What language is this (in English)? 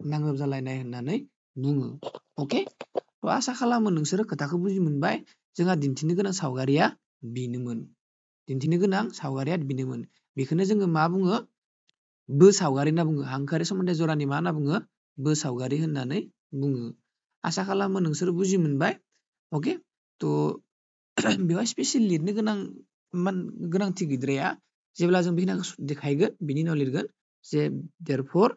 Bodo